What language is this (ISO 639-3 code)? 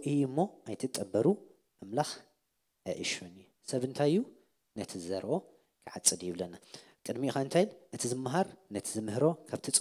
tir